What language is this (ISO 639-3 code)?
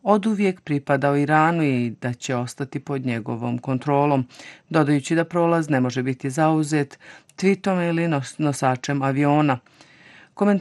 bos